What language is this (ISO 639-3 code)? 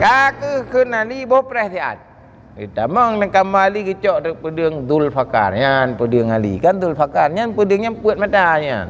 ace